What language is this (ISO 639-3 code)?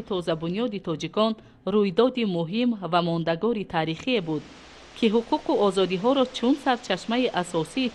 tgk